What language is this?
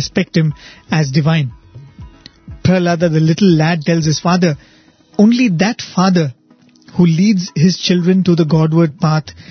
English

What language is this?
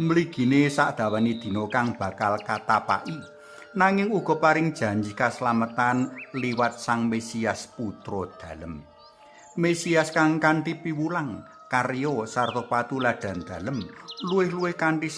Javanese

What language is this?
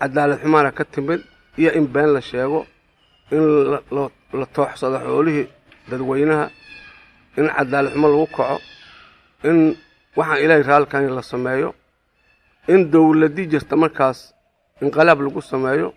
Somali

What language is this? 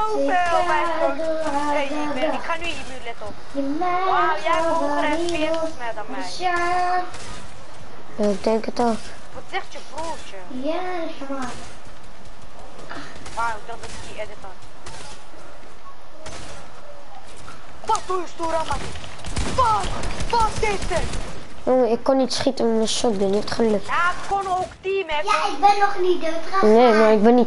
Dutch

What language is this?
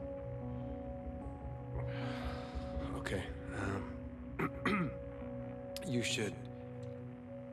Italian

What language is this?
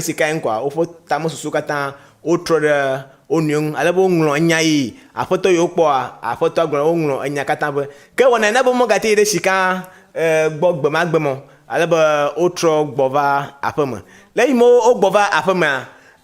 Ewe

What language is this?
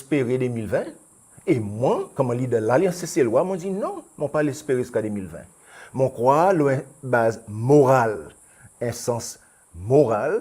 Seselwa Creole French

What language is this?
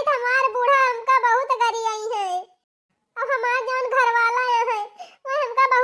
Bhojpuri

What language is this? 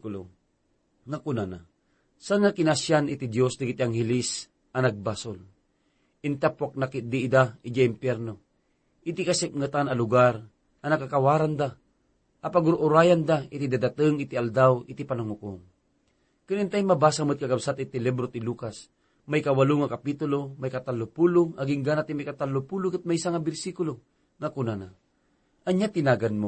Iloko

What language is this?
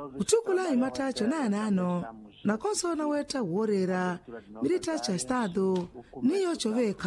Makhuwa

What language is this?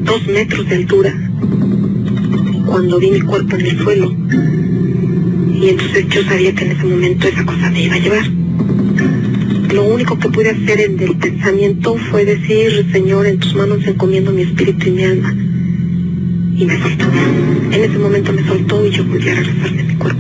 Spanish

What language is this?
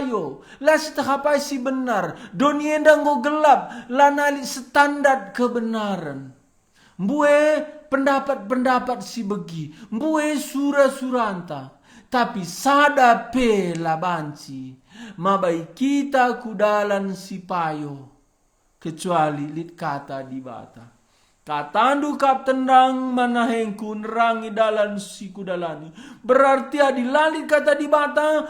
Batak Karo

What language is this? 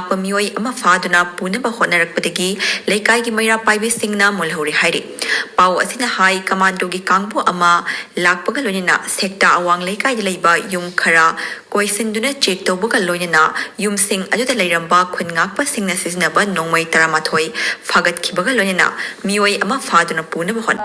Manipuri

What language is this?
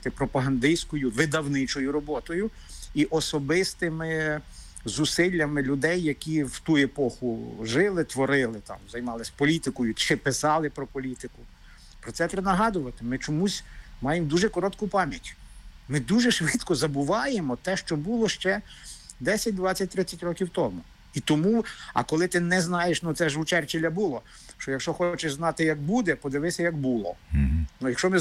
Ukrainian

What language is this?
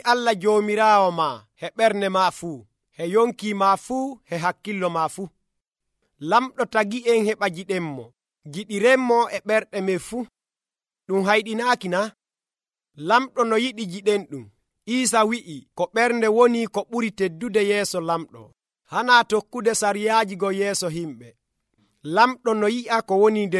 Nigerian Fulfulde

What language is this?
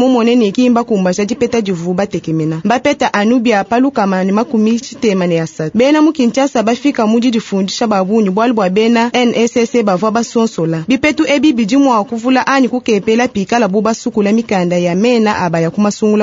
Luba-Lulua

